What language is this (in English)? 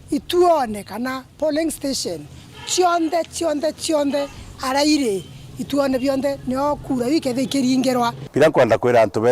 Meru